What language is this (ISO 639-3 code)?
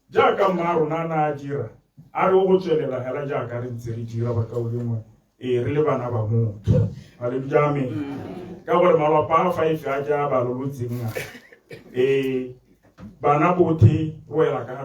tsn